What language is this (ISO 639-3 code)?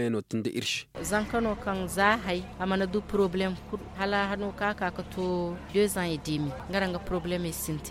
ses